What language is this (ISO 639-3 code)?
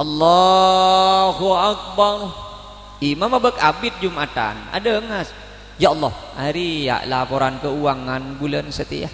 mad